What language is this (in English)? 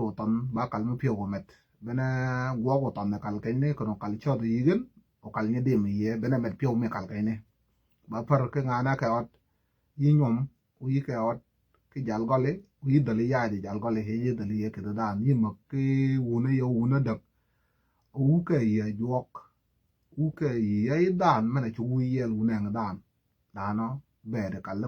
Nuer